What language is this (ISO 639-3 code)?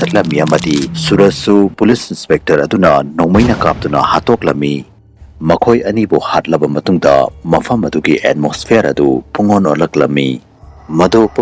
mni